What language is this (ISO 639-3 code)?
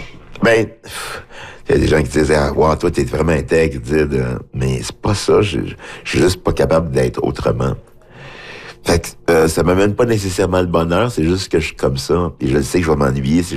fra